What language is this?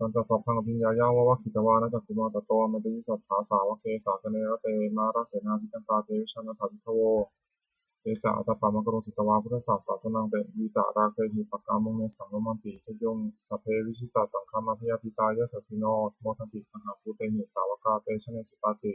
Pali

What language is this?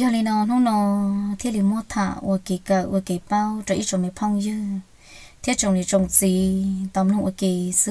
Hmong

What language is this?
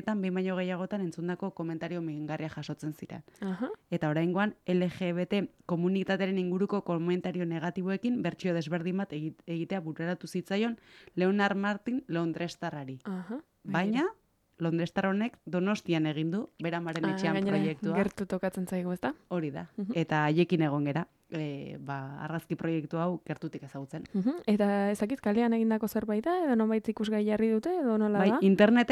Basque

